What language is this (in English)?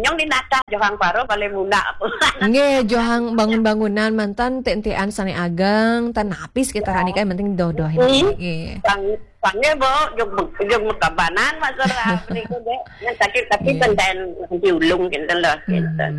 Balinese